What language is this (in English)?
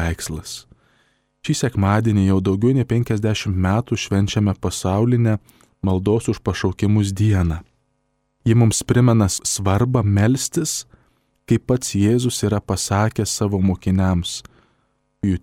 Lithuanian